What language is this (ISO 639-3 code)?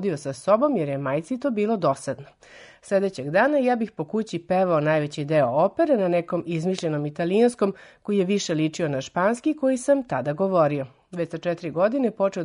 srp